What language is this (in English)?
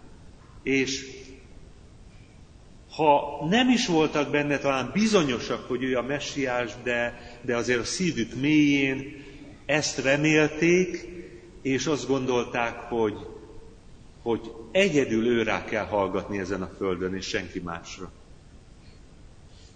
Hungarian